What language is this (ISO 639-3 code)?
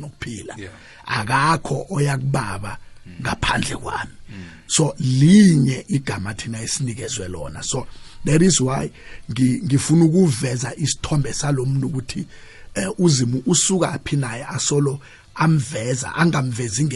nbl